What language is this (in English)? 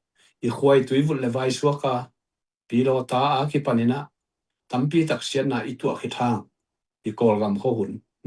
Tedim Chin